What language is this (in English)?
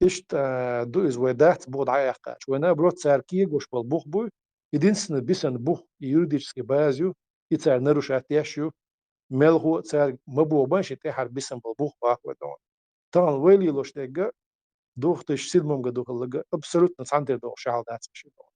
Chechen